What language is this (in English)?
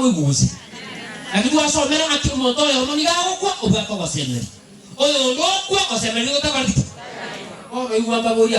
Gusii